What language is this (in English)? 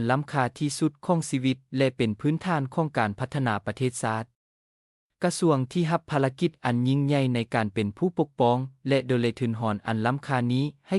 Lao